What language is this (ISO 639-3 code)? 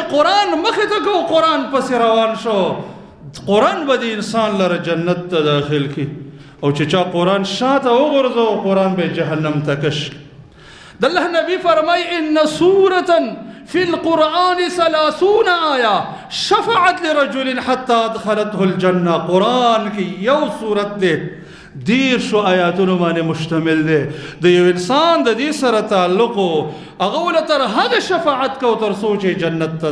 pus